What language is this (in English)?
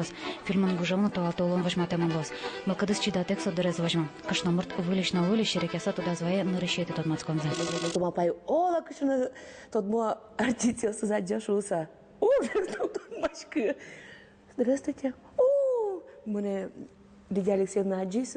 Udmurt